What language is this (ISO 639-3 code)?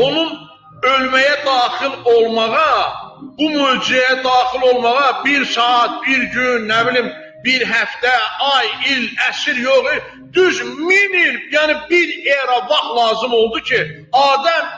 aze